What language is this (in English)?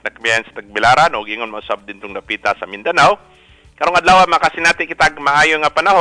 Cebuano